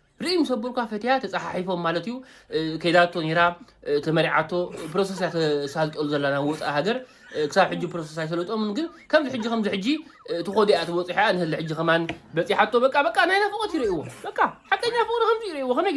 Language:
Tigrinya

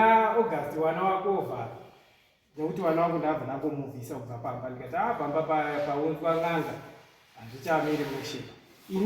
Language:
Shona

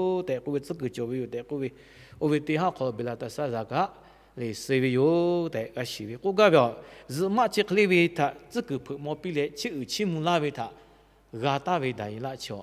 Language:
Lahu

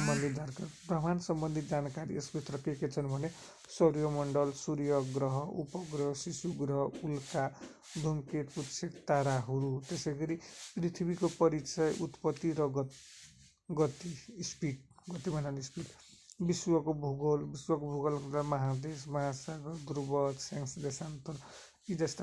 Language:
Nepali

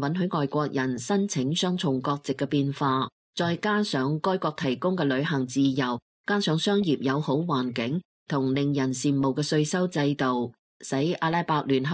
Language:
Cantonese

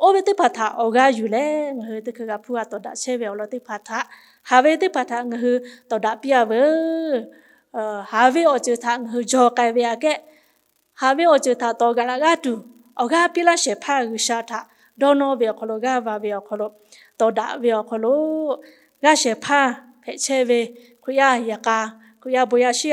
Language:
Lahu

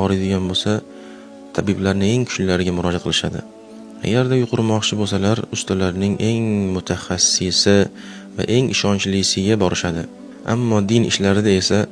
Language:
Uzbek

